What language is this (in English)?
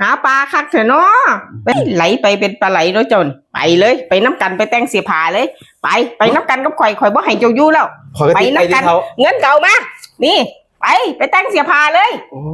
Northeastern Thai